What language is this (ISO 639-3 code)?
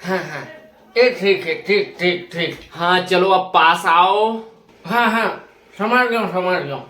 hne